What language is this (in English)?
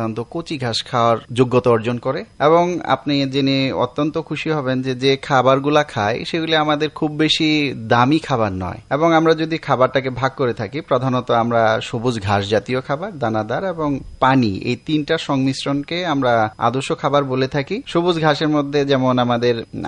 Bangla